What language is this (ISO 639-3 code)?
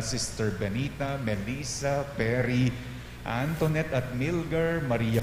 pam